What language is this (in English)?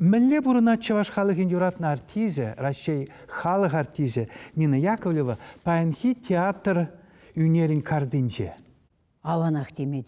Chuvash